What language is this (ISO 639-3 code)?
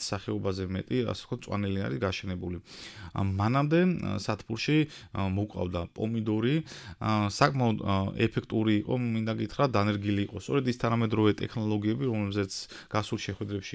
kat